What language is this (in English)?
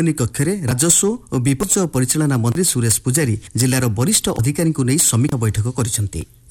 Odia